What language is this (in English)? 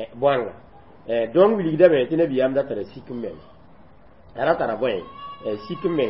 Mossi